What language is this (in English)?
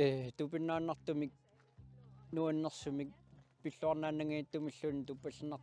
Kalaallisut